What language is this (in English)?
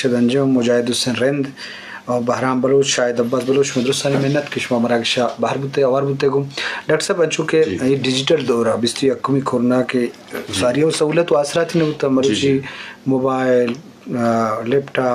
Eastern Balochi